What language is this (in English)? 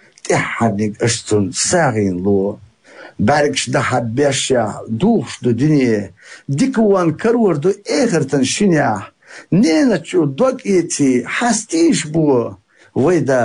Chechen